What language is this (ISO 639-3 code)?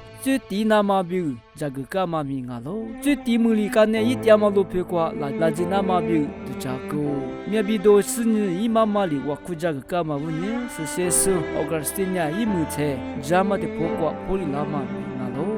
lis